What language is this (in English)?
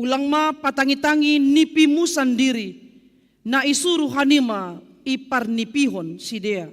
Batak Simalungun